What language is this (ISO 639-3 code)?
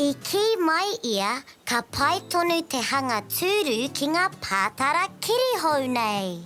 mri